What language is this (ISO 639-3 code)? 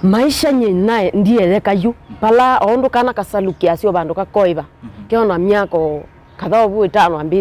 kam